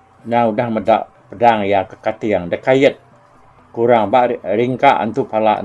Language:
Iban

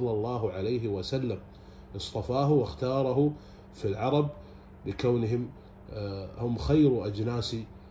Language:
Arabic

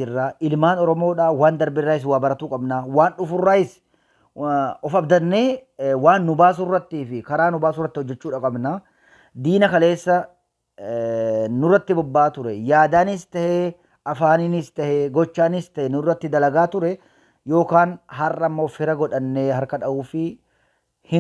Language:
Oromo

